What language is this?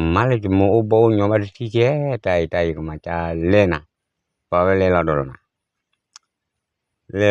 S'gaw Karen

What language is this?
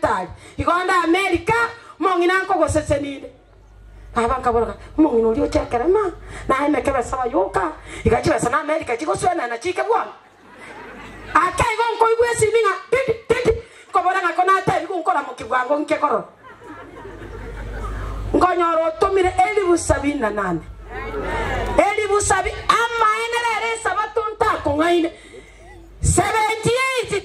Gusii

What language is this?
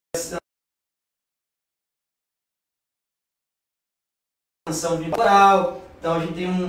Portuguese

